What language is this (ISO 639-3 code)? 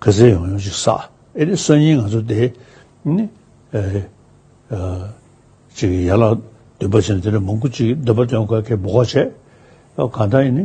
bod